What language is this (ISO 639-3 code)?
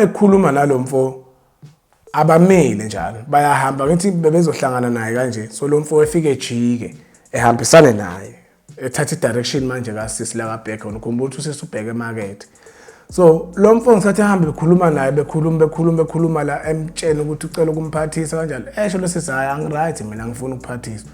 zul